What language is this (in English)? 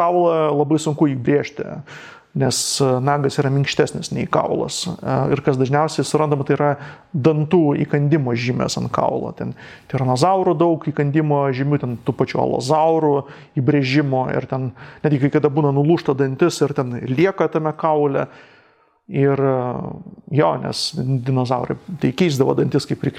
Lithuanian